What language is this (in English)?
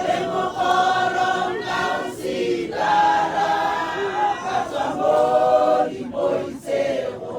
Tswana